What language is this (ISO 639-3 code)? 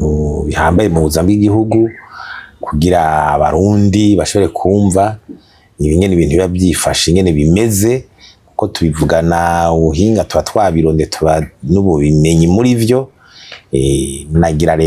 run